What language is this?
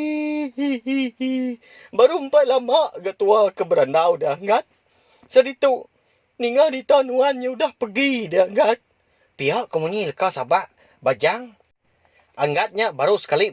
Iban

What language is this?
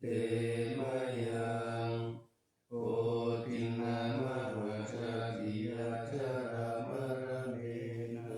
Pali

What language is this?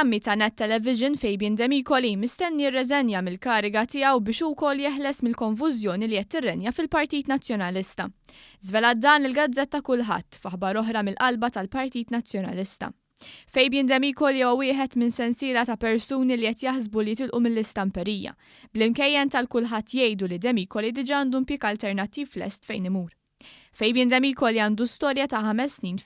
Maltese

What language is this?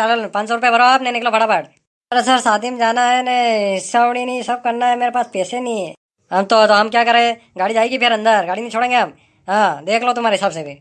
Rajasthani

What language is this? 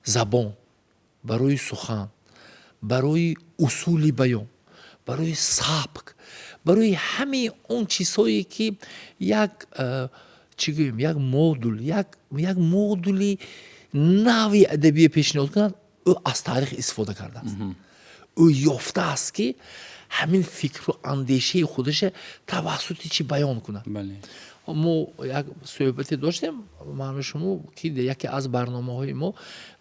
Tajik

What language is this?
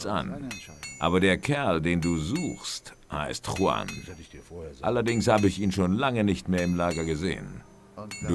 Bavarian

